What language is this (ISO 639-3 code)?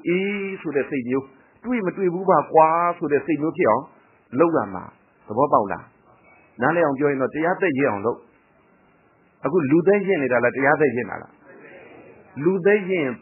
mya